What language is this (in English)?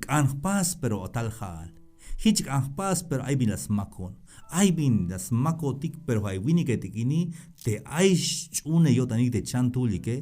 Tzeltal